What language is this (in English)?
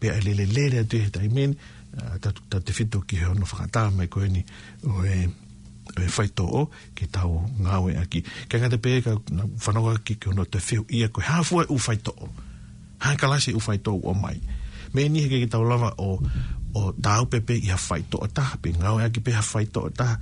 Tongan